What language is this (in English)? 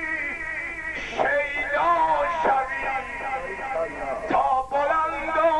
Persian